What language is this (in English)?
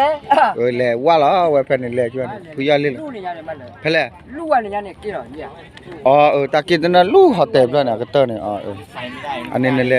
S'gaw Karen